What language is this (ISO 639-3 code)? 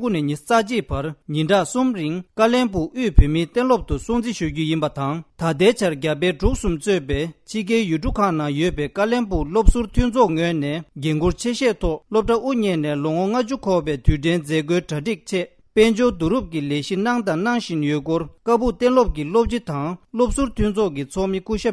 bod